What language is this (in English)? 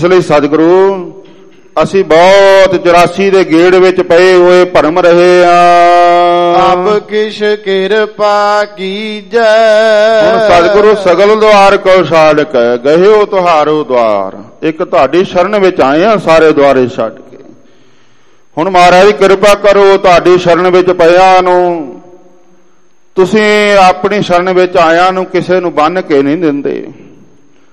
Punjabi